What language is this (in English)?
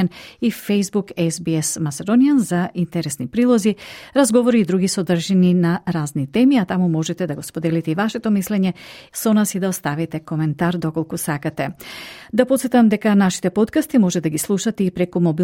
Macedonian